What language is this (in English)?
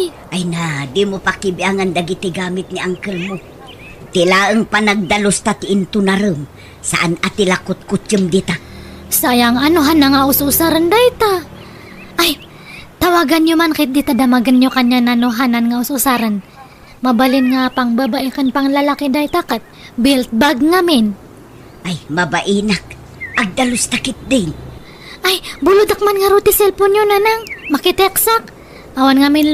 Iloko